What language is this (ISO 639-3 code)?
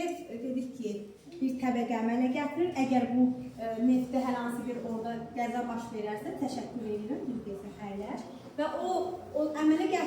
aze